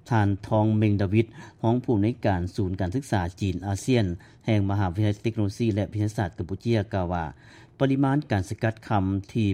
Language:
Lao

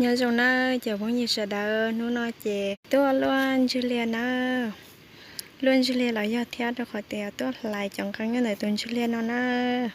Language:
Hmong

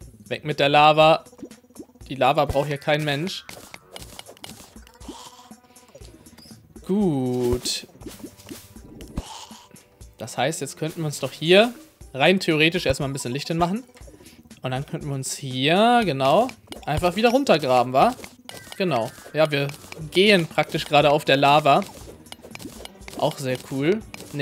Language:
German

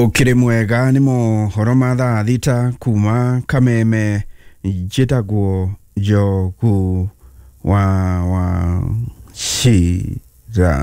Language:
Kikuyu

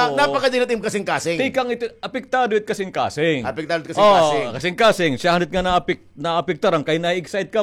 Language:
Waray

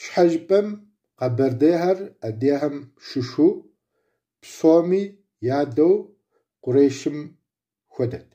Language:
Kabardian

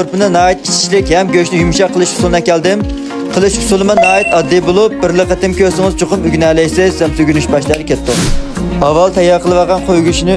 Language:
Uyghur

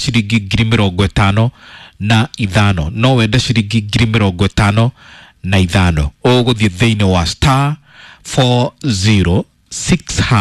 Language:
Kikuyu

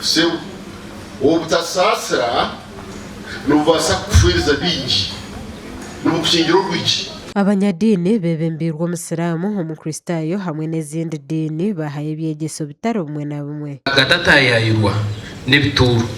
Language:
Nyankole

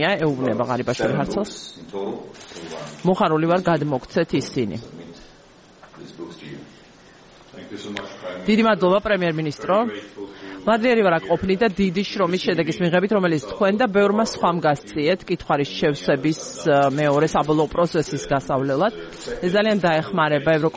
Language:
Georgian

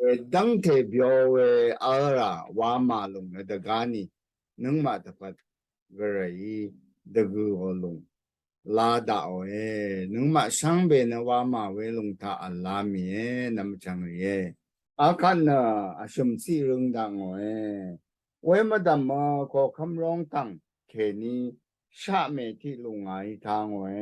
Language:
Rawang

